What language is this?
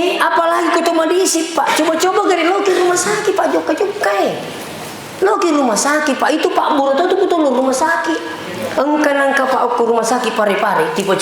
Buginese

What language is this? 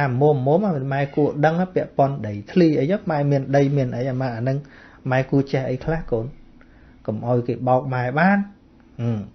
Khmer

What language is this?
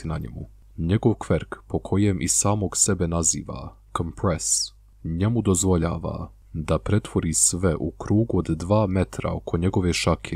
Bosnian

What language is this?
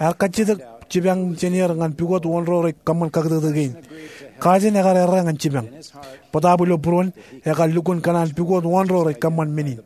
Marshallese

